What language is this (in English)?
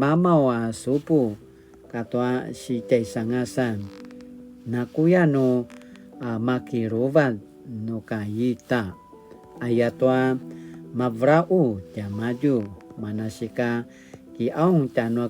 Paiwan